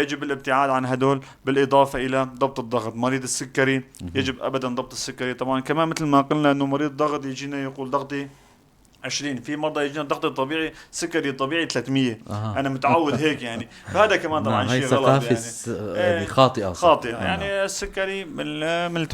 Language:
North Levantine Arabic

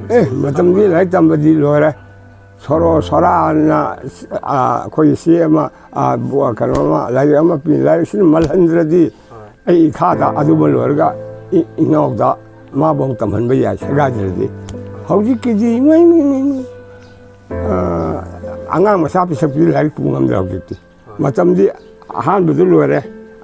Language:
Manipuri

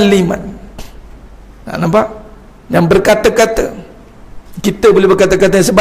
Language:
Malay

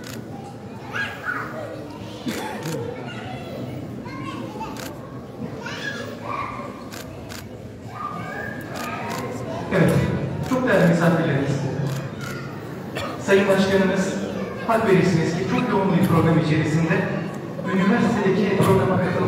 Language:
Turkish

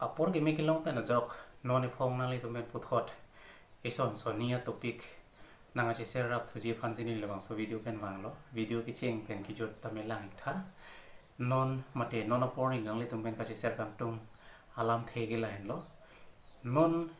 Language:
Karbi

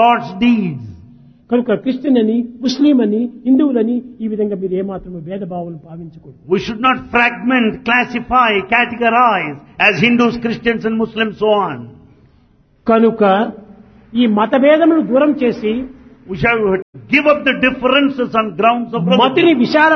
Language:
Telugu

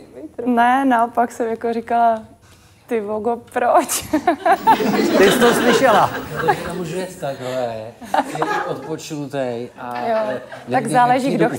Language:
Czech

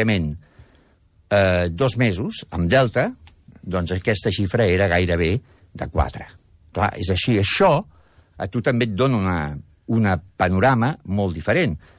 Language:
Catalan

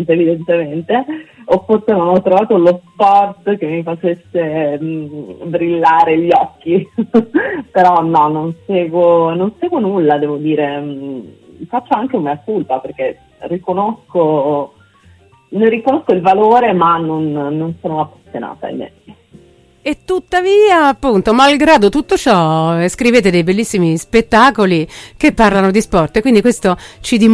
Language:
Italian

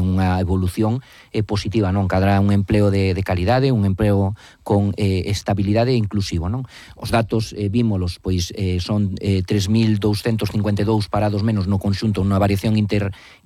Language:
Galician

